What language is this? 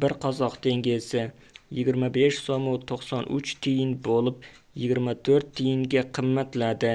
Uzbek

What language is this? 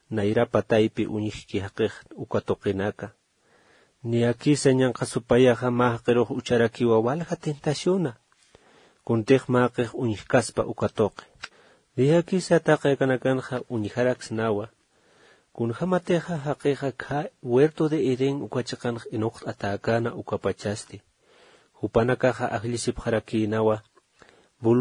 Aymara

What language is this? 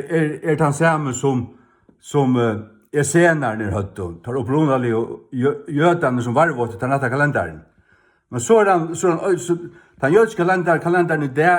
Faroese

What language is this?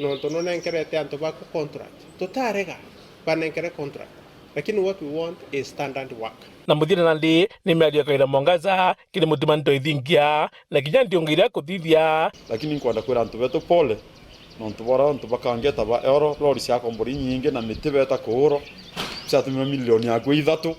Meru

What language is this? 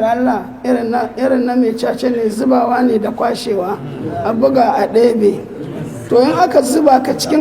Hausa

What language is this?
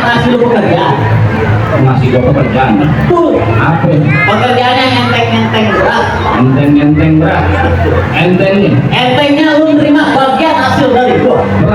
Betawi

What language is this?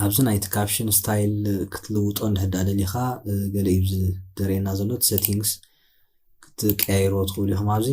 Tigrinya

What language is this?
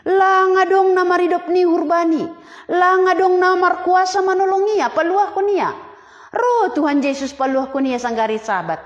Batak Simalungun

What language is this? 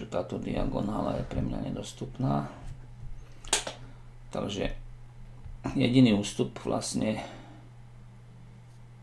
Slovak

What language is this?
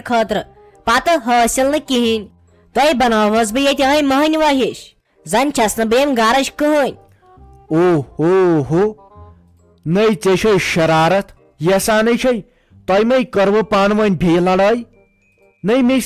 Kashmiri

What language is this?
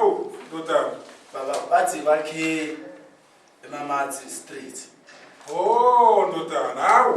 Zulu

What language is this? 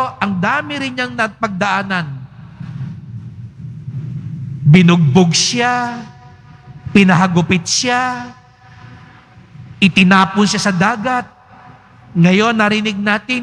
Filipino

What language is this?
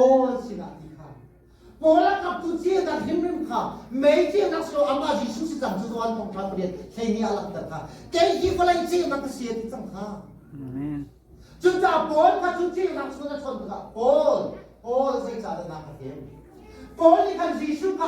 Hakha Chin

